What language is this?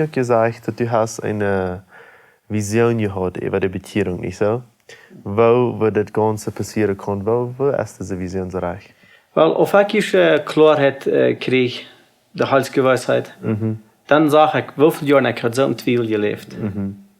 Plautdietsch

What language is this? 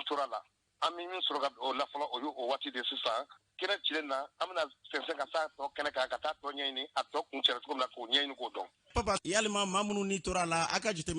Bambara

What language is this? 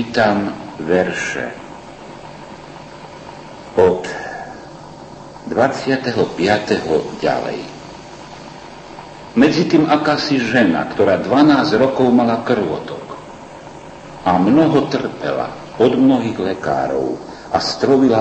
Slovak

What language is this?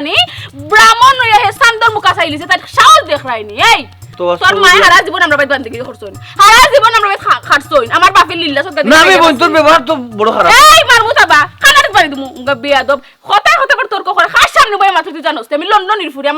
Sylheti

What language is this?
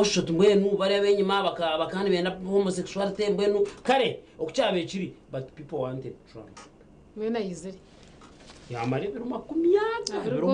Nyankole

